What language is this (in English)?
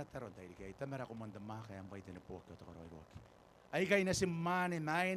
Gilbertese